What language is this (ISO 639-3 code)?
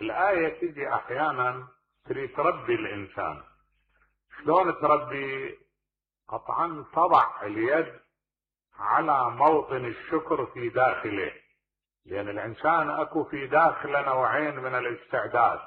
acm